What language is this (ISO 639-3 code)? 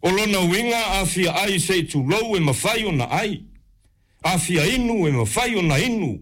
smo